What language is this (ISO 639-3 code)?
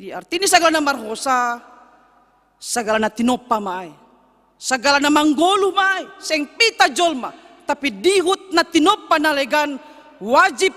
bts